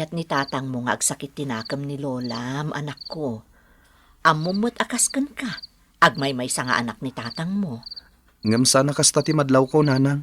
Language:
Iloko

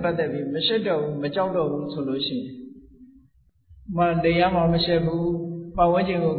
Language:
Burmese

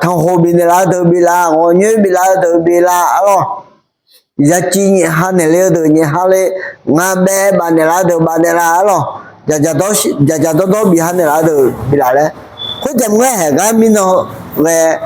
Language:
Akha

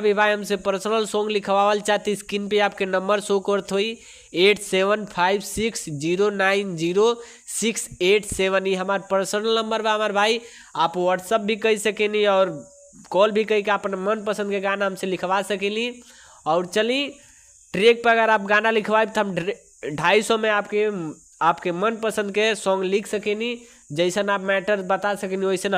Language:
Bhojpuri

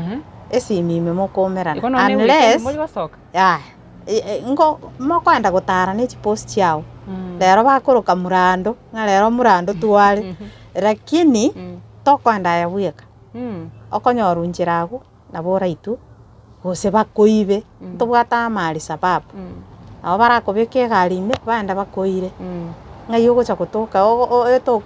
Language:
Gusii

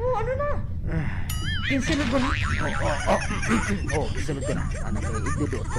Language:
Waray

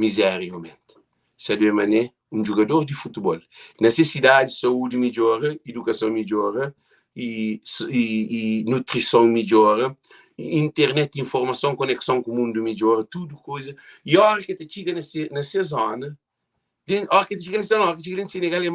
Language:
Kabuverdianu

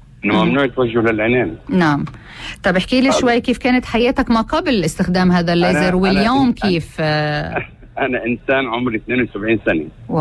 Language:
North Levantine Arabic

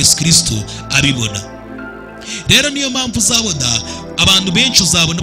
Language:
Kinyarwanda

